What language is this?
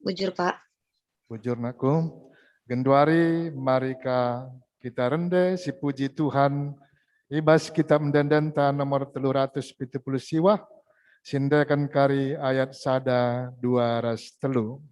Batak Karo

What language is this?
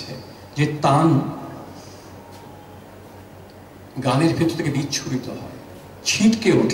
Bangla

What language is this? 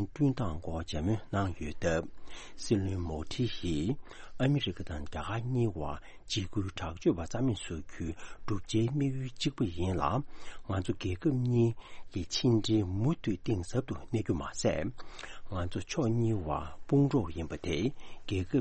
Tibetan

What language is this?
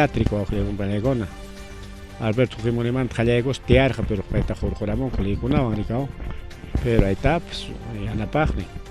Ayacucho Quechua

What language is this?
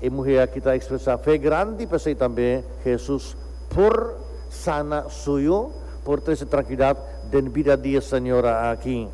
Papiamento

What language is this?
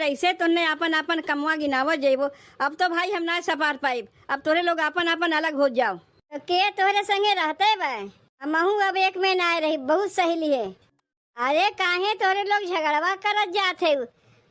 Awadhi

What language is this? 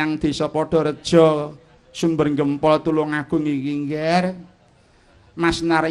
Javanese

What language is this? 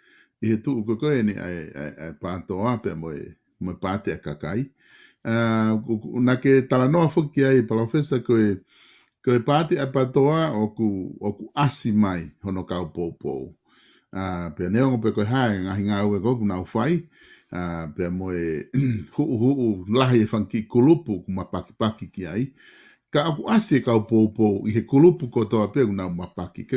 Tongan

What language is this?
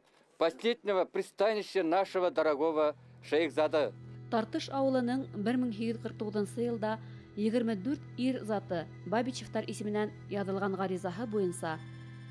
Bashkir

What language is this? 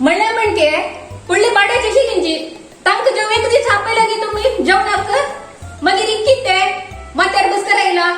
Konkani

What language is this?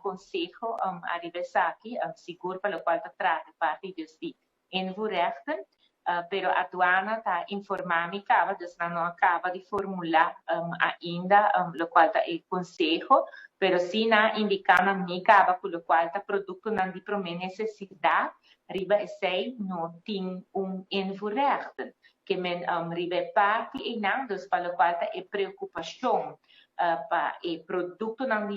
Papiamento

